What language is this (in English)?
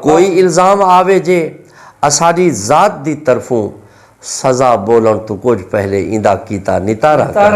Saraiki